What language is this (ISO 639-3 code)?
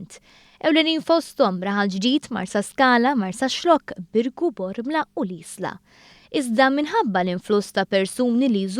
mlt